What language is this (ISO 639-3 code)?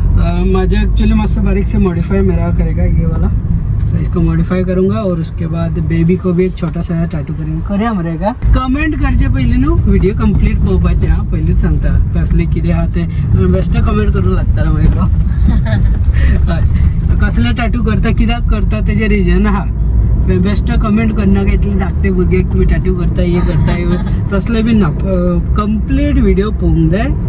kok